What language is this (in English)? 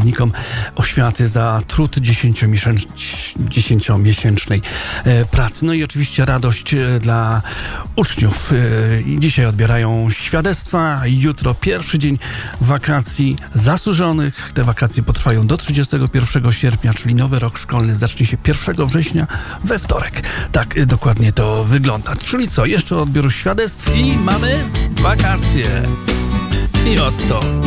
Polish